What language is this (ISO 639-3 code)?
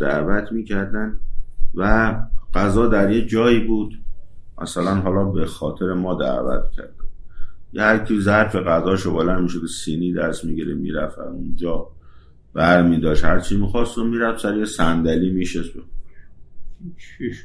fas